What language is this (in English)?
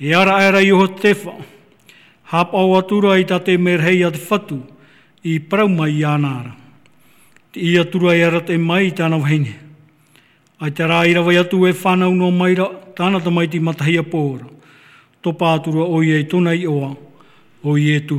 Tahitian